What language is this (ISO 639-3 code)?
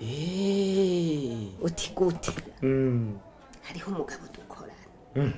run